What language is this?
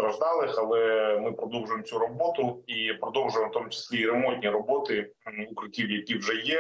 Ukrainian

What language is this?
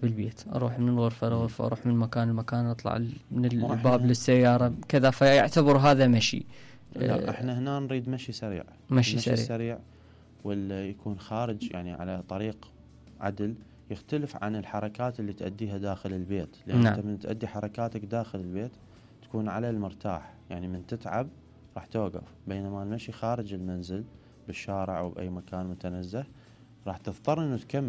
Mesopotamian Arabic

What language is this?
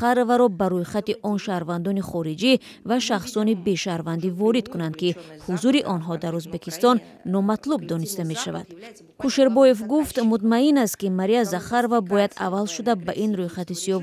Tajik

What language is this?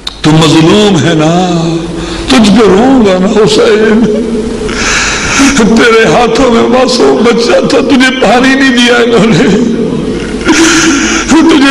Urdu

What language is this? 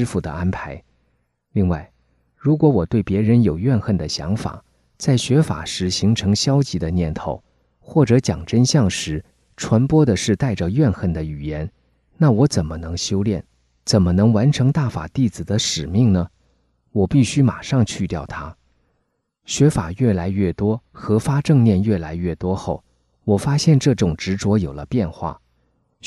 Chinese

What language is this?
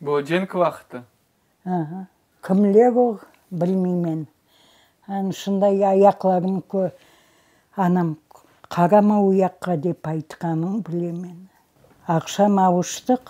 Crimean Tatar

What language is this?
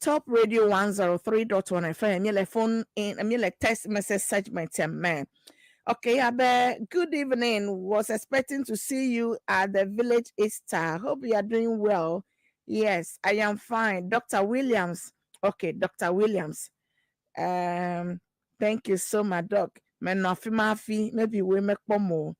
Ewe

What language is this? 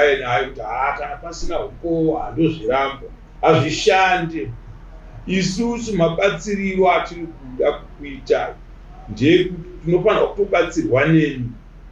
Shona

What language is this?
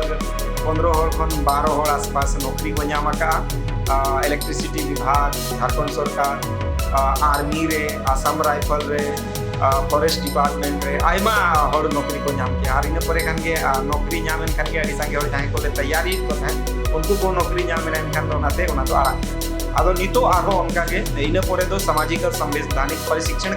Santali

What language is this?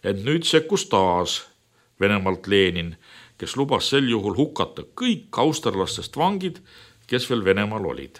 Estonian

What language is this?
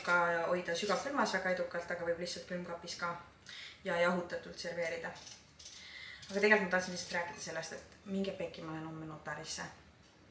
Estonian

